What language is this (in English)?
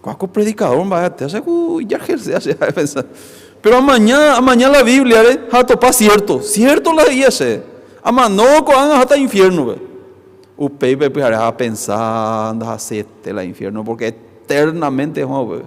Guarani